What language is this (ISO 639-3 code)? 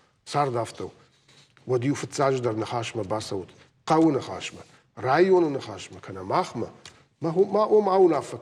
oss